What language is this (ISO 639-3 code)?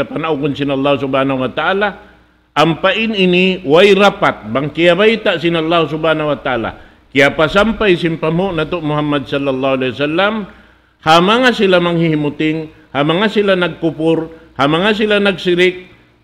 tsg